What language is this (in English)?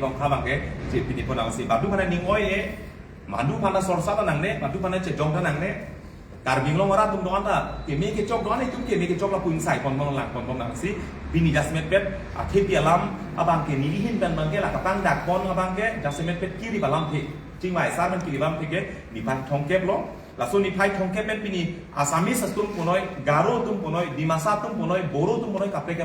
Karbi